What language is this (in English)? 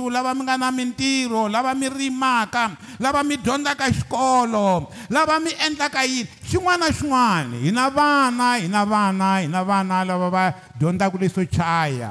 Tsonga